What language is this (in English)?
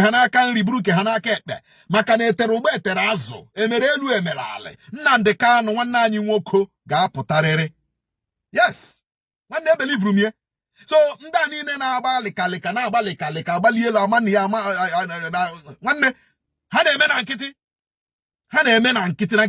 Igbo